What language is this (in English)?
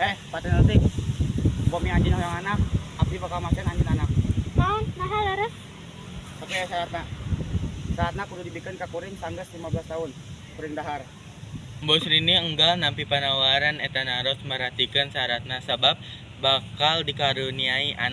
Sundanese